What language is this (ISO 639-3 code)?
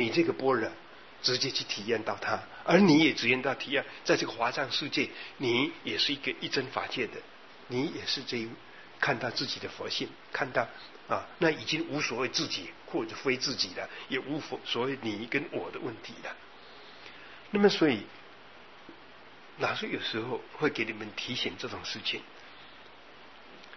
zho